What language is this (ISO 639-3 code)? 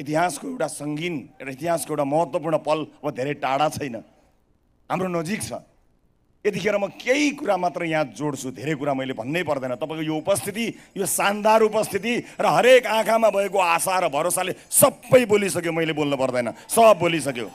nep